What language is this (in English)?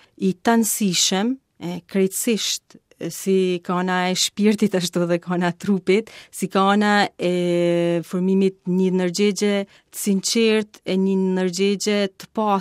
Albanian